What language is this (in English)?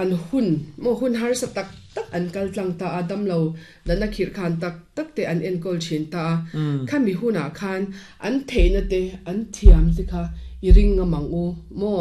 Mizo